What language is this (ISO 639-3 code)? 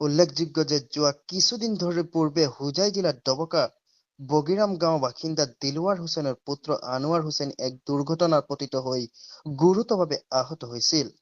asm